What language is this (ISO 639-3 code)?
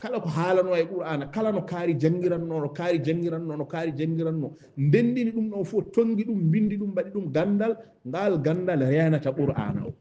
ful